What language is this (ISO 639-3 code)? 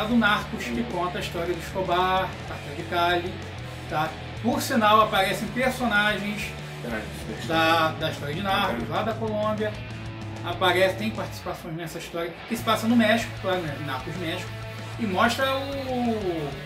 por